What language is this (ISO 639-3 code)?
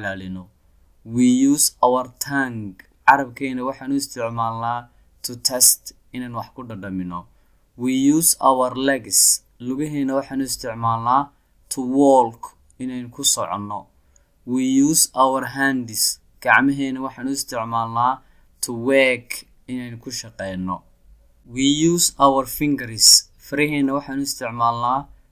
som